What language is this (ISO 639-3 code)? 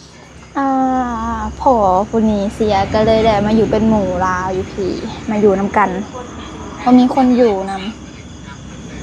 tts